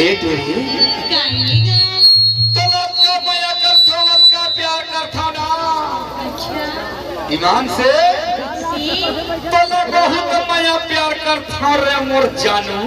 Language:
Chhattisgarhi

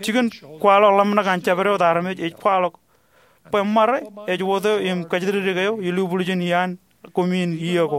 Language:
Marshallese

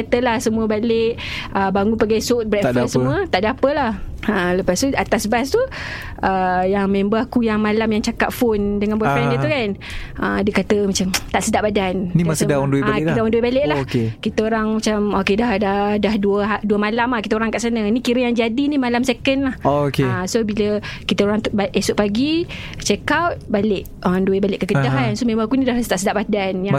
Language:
Malay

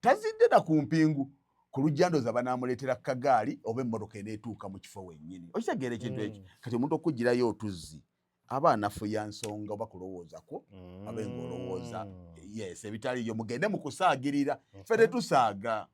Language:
Ganda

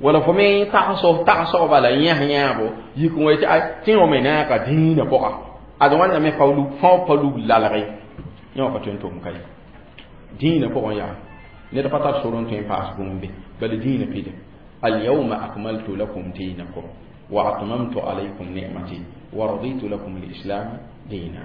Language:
Mossi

